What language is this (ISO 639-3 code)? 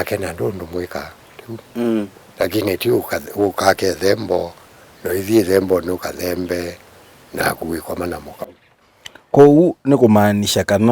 kam